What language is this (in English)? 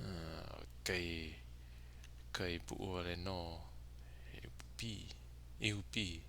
Hawaiian